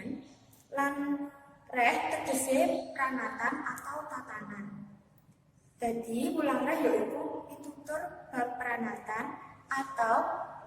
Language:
Javanese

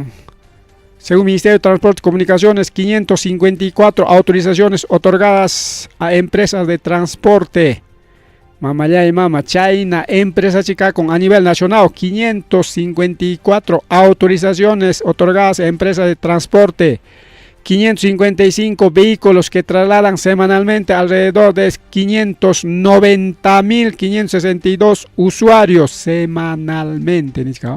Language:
Ayacucho Quechua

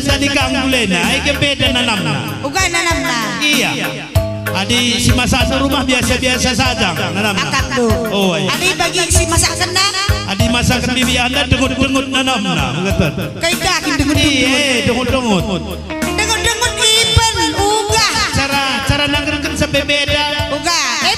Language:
Batak Karo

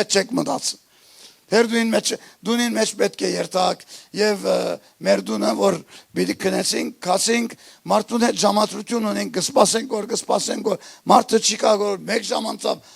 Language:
Western Armenian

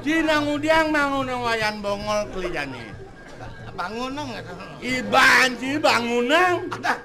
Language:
Balinese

